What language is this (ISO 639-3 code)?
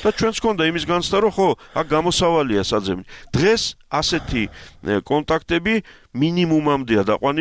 kat